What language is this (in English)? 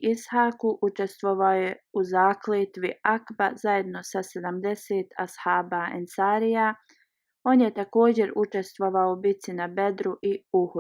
Bosnian